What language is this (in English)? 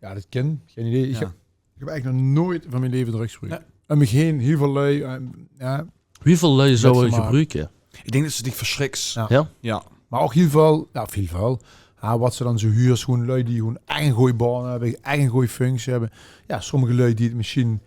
Limburgish